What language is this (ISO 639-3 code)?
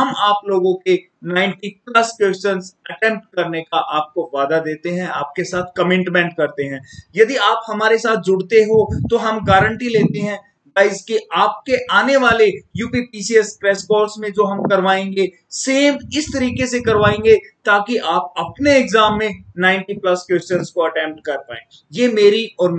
hin